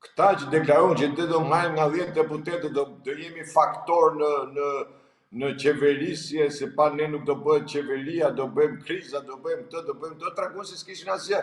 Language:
Albanian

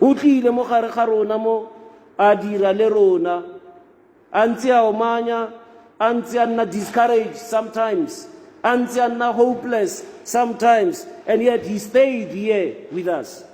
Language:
Tswana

